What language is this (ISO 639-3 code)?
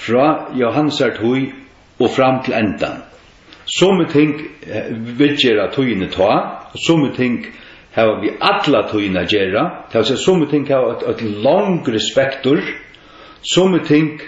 fao